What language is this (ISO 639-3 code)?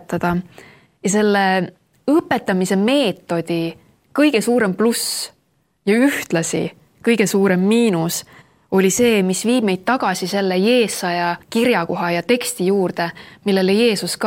est